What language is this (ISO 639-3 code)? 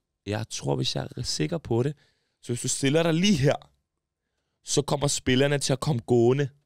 dan